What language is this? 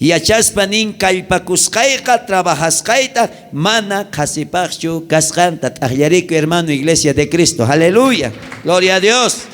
South Bolivian Quechua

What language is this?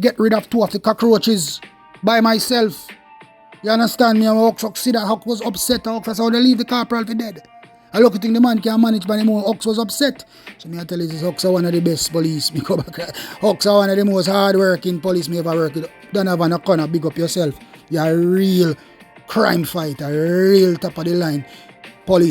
Jamaican Creole English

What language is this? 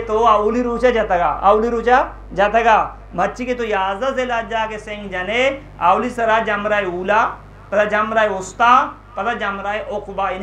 Eastern Balochi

